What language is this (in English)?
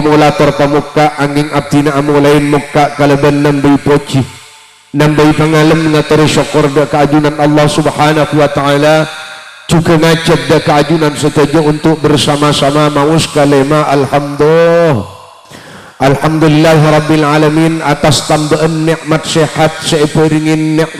Madurese